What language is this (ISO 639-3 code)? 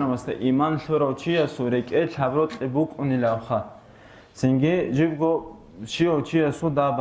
ava